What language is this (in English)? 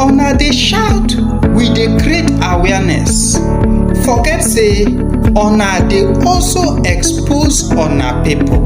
Nigerian Pidgin